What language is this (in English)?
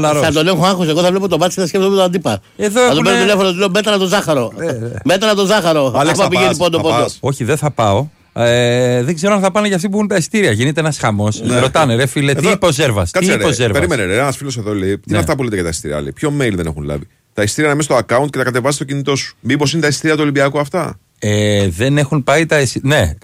Greek